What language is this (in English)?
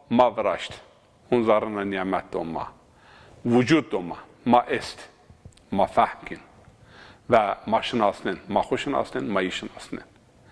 Zaza